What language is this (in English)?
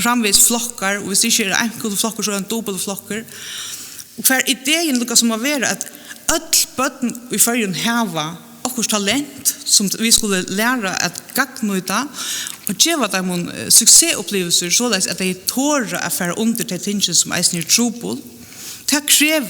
Faroese